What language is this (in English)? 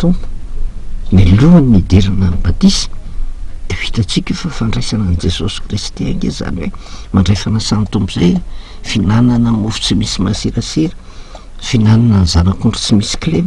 Malagasy